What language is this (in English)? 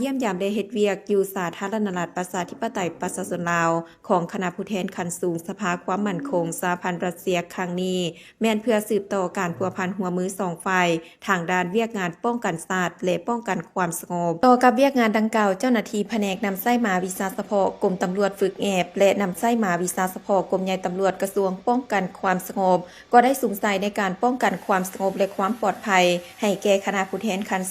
Lao